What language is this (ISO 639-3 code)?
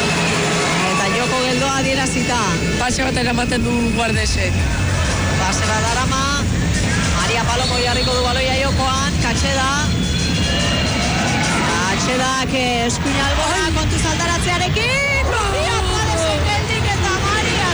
eus